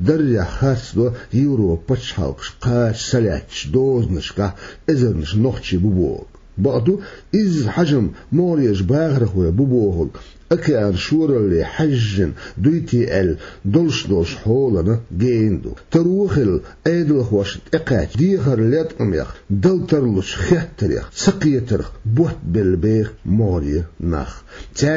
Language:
Chechen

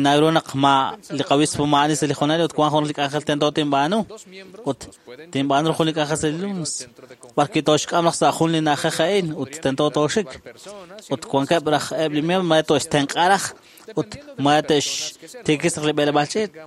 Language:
Kekchí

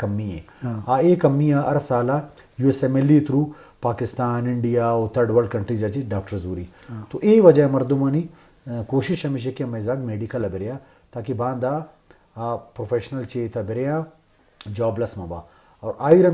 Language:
Baluchi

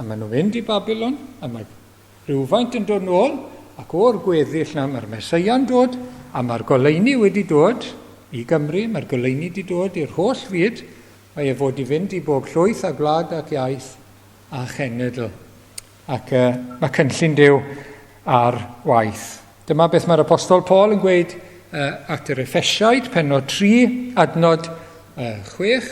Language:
Welsh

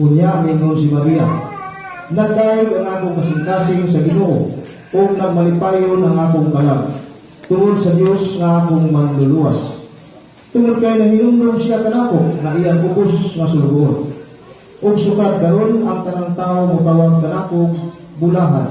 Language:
Cebuano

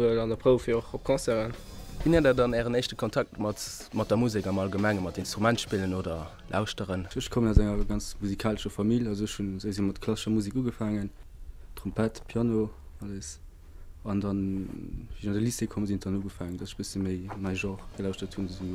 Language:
Luxembourgish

